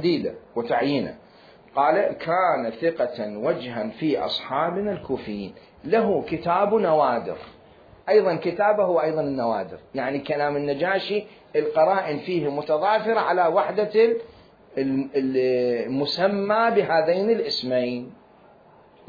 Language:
Mesopotamian Arabic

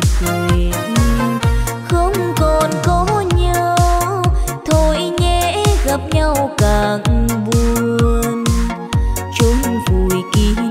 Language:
Vietnamese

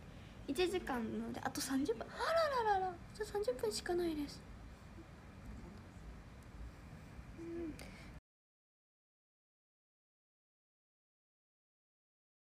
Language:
Japanese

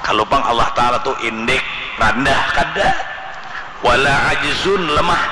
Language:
Banjar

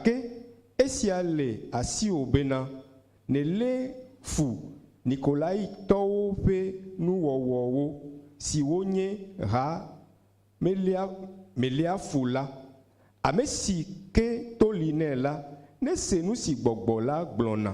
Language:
Ewe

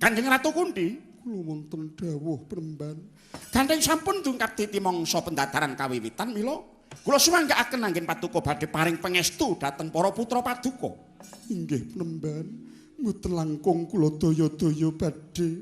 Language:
Javanese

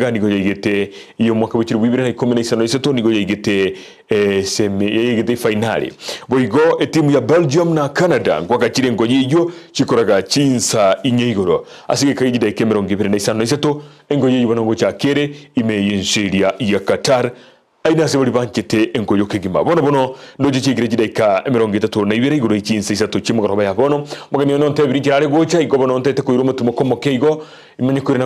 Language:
Gusii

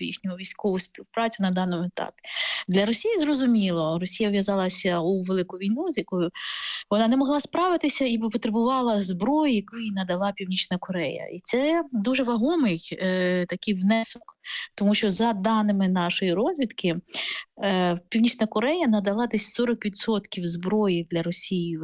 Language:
Ukrainian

